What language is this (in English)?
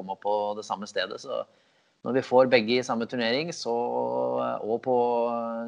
Norwegian